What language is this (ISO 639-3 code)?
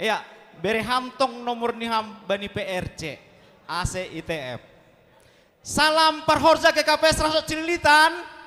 bts